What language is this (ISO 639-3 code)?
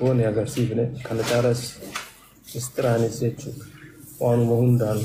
orm